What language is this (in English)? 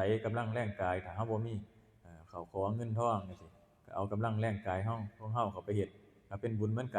Northeastern Thai